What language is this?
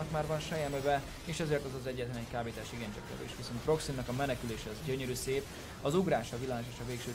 Hungarian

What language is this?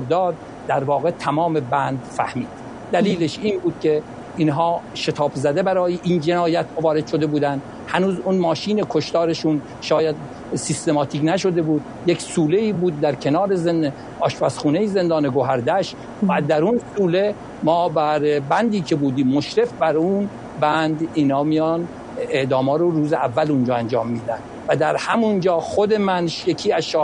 Persian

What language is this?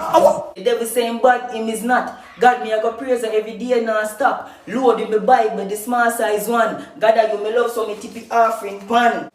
Jamaican Creole English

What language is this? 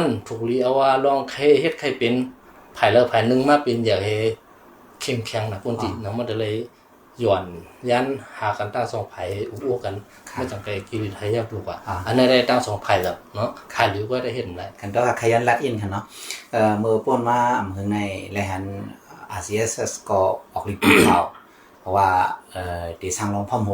Shan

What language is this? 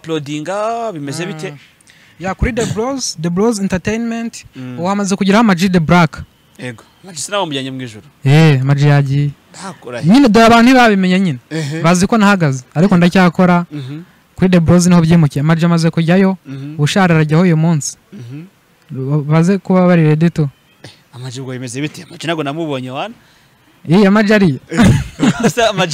Kinyarwanda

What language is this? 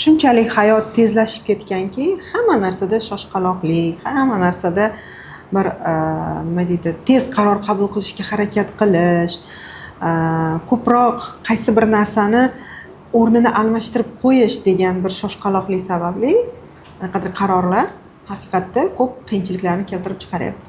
Uzbek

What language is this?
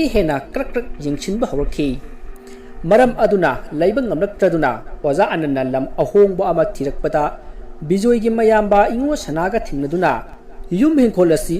Manipuri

